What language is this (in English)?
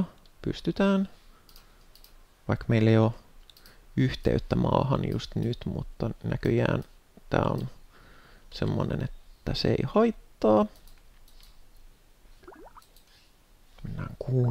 Finnish